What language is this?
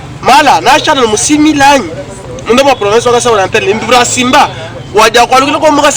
Luba-Lulua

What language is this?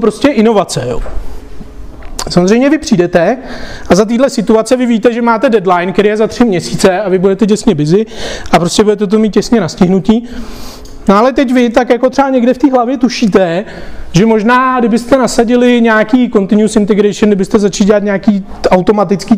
Czech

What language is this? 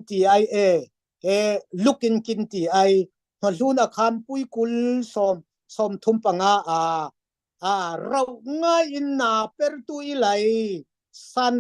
Falam Chin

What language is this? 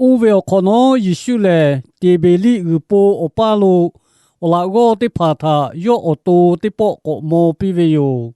Lahu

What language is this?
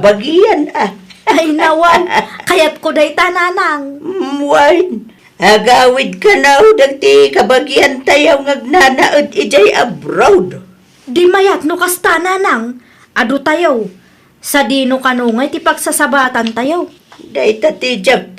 Iloko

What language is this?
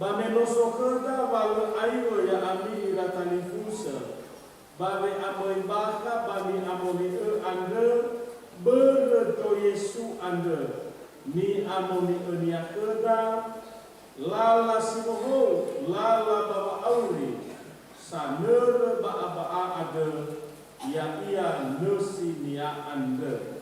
Nias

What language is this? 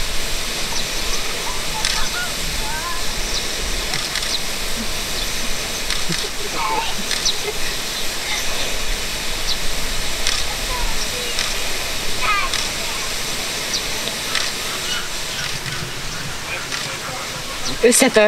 Hungarian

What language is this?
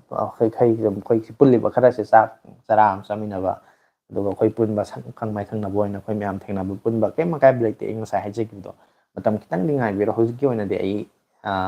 Manipuri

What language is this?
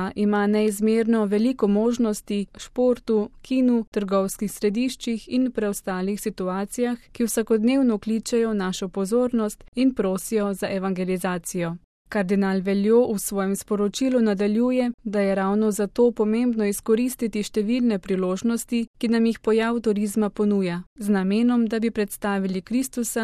Slovenian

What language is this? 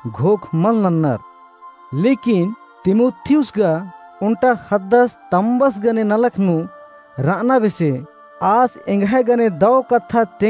Kurukh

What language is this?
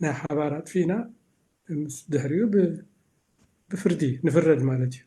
Tigrinya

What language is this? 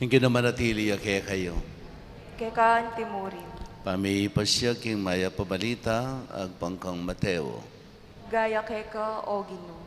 Pampanga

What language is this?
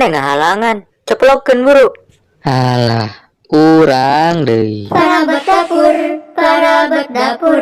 Sundanese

